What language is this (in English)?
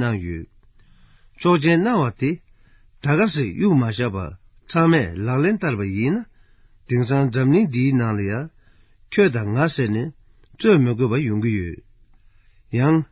Tibetan